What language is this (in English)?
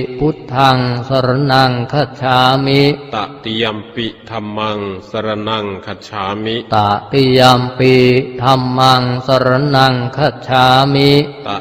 Pali